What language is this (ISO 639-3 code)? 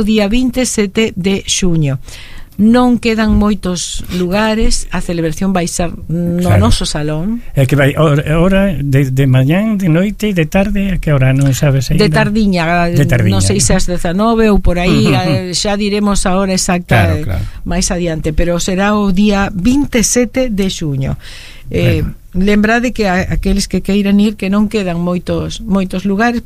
glg